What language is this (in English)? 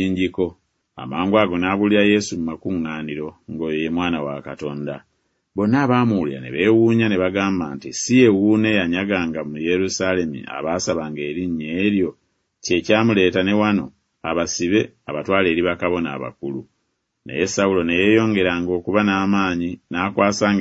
Ganda